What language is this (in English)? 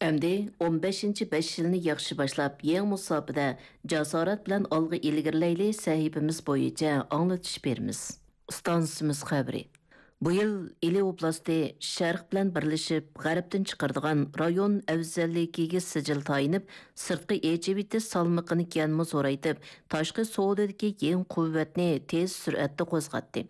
Uyghur